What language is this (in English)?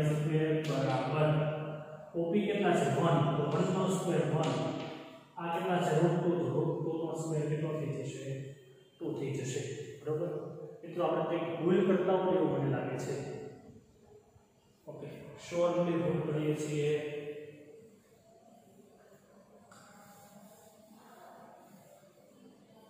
Gujarati